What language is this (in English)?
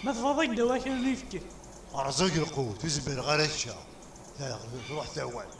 Kabyle